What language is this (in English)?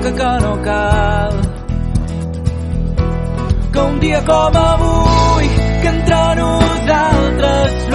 Catalan